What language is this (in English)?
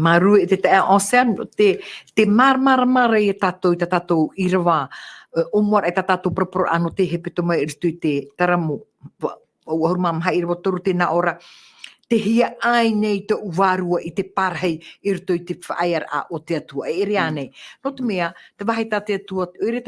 Tahitian